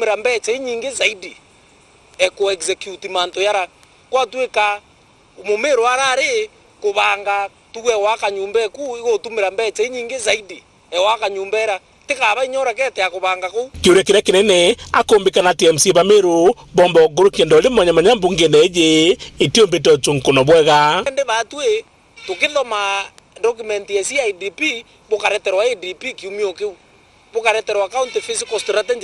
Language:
Meru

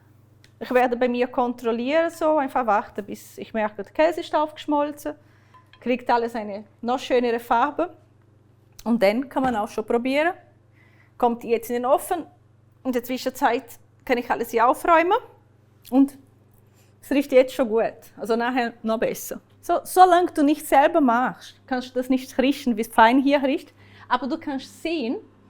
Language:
Swiss German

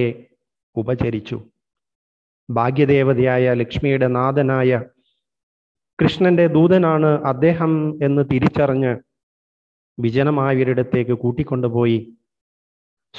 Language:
Malayalam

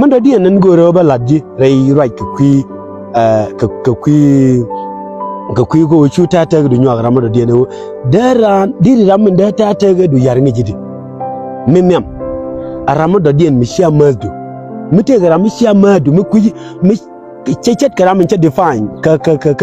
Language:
Nuer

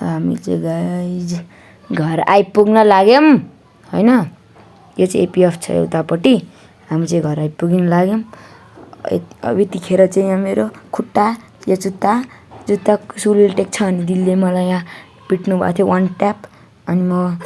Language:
Nepali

